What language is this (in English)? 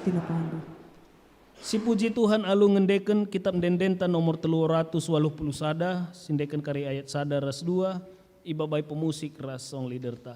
Batak Karo